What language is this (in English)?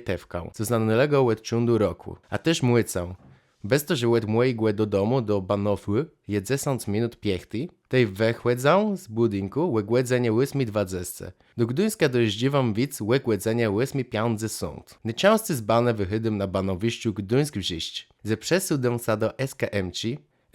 Kashubian